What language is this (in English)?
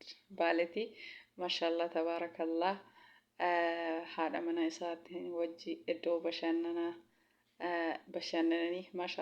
Oromo